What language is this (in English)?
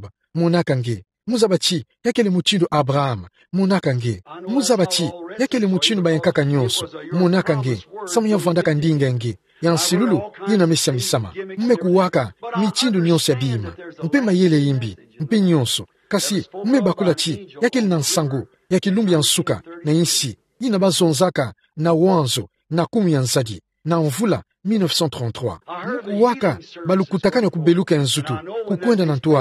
Kituba (Democratic Republic of Congo)